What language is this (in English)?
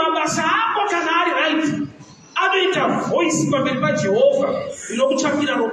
Shona